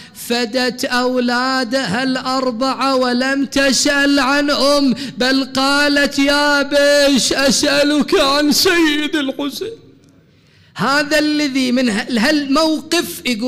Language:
Mesopotamian Arabic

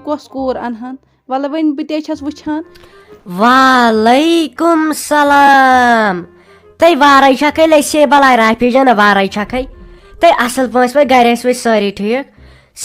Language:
Kashmiri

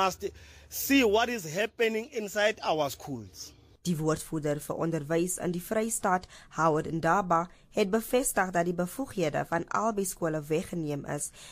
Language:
Afrikaans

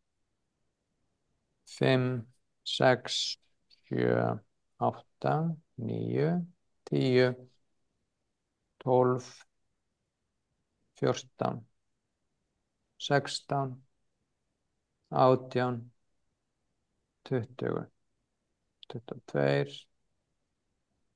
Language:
Icelandic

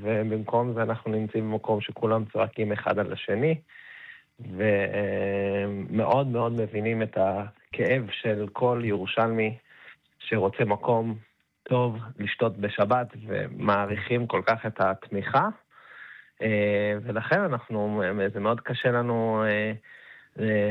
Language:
Hebrew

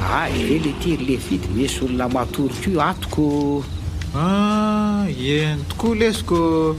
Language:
Malagasy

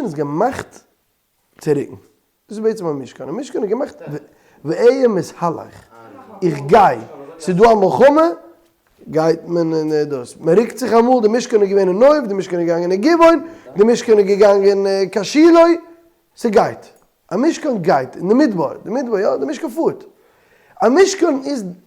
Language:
Yiddish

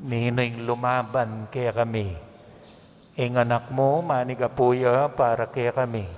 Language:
Pampanga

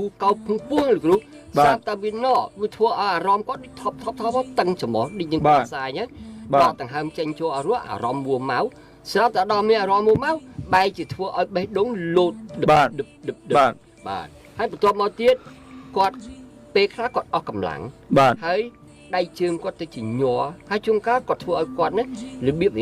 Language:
Khmer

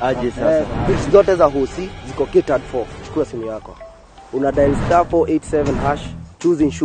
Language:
Luo (Kenya and Tanzania)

